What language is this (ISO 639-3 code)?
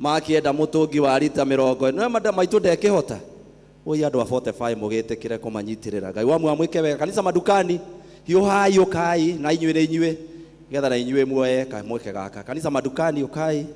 kik